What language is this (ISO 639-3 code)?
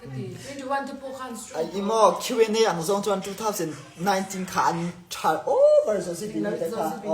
lus